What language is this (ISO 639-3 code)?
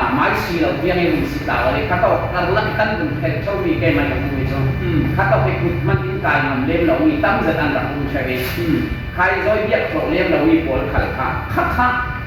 cfm